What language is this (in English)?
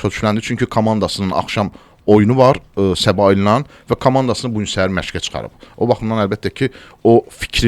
Azerbaijani